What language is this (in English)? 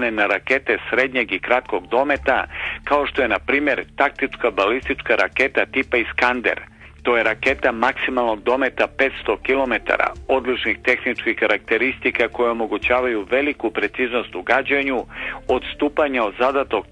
Serbian